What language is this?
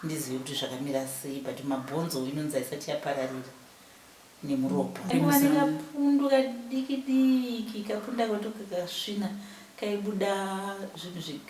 Shona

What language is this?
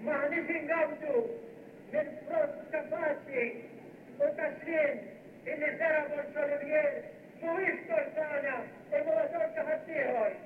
Maltese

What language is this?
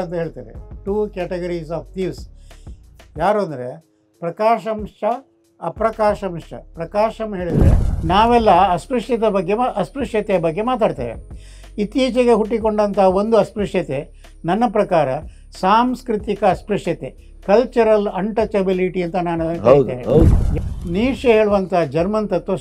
Kannada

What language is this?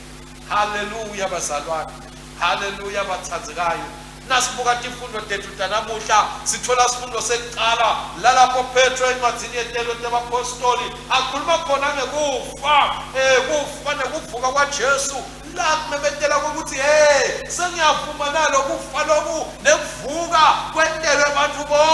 Swati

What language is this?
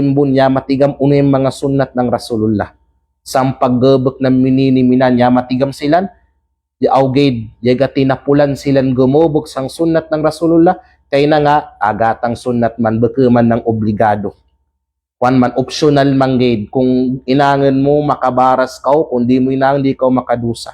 Kalagan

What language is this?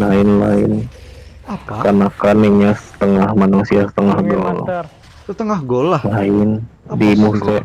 Banjar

